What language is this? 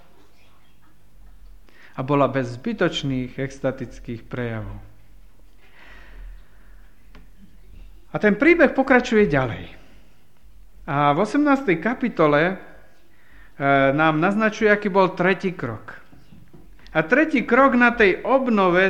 Slovak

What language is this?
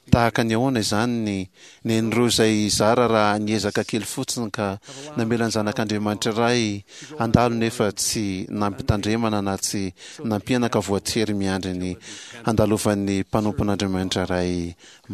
Malagasy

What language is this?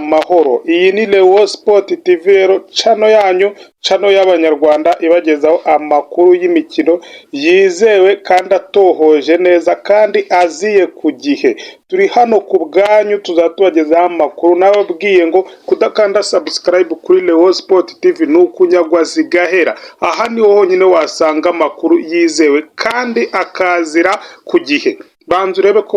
Kinyarwanda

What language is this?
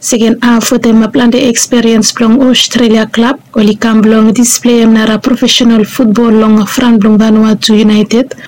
Bislama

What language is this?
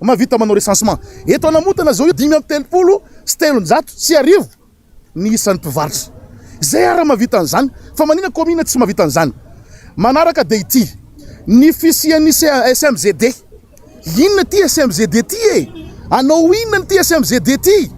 Malagasy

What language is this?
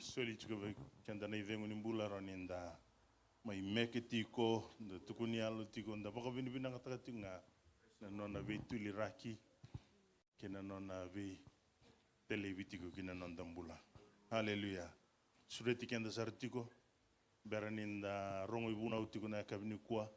Fijian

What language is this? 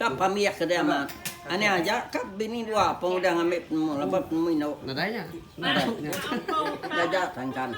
Iban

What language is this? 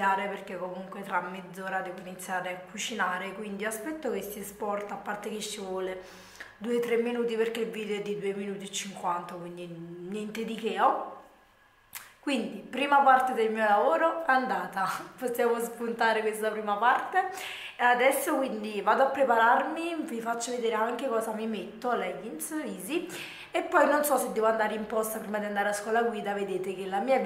Italian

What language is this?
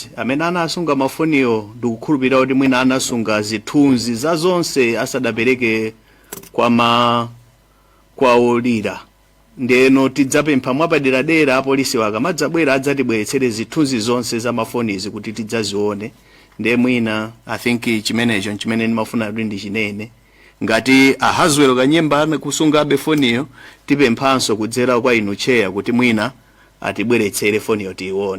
Nyanja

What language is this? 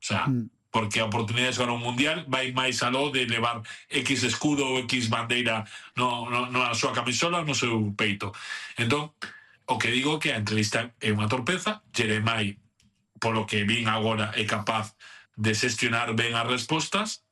Galician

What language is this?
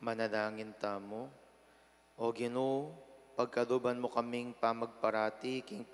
Pampanga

